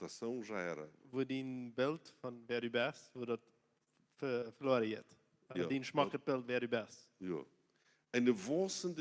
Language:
Plautdietsch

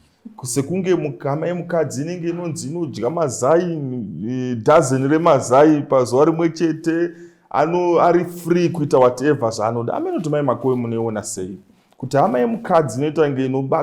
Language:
Shona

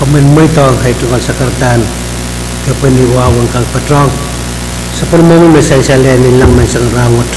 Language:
Pohnpeian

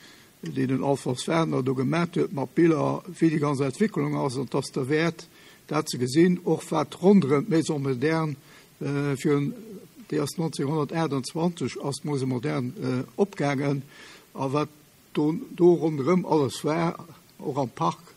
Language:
Luxembourgish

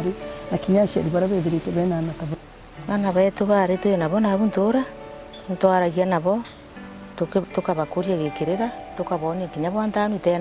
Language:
Meru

